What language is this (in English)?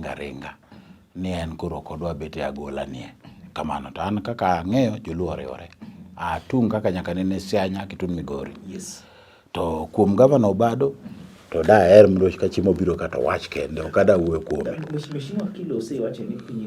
Luo (Kenya and Tanzania)